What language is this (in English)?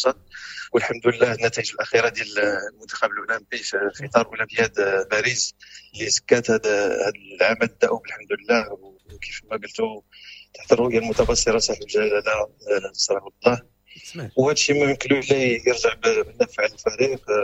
Moroccan Arabic